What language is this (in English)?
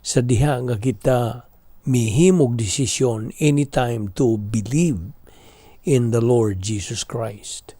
Cebuano